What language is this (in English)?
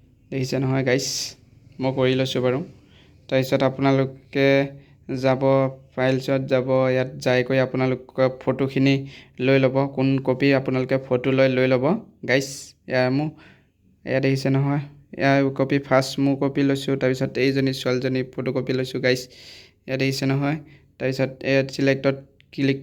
Assamese